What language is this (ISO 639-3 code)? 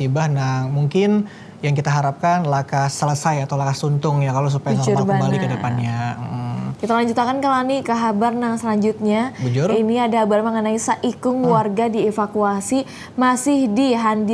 bjn